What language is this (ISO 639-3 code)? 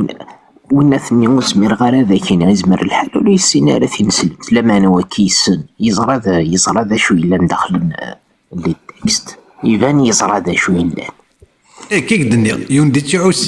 kab